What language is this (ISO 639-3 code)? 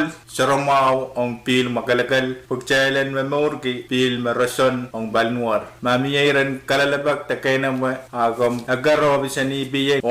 pon